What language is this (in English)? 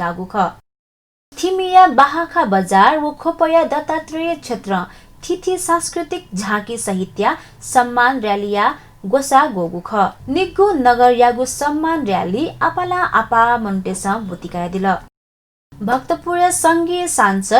Newari